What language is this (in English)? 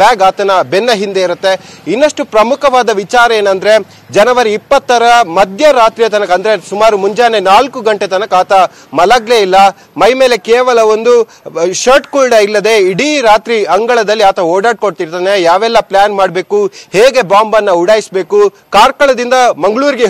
Kannada